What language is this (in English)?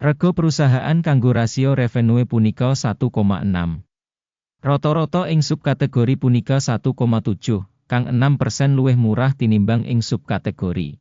Javanese